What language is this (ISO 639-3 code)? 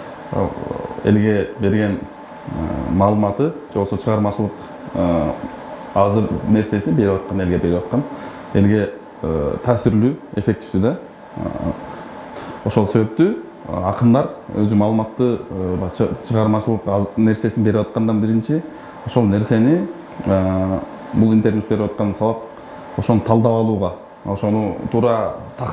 kir